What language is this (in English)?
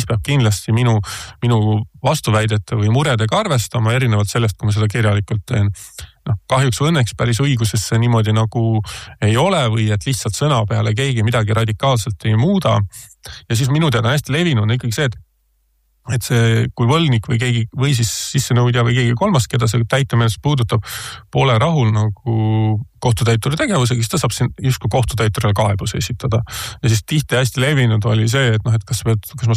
Estonian